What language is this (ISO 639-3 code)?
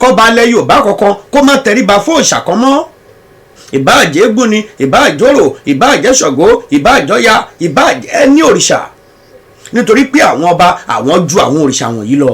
yor